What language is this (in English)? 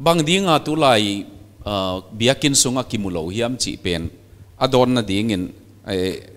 Paite Chin